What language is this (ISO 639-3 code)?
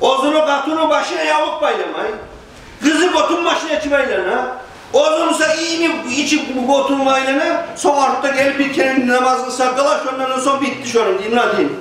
kum